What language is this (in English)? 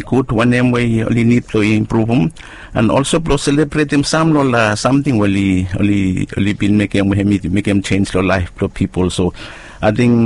Bislama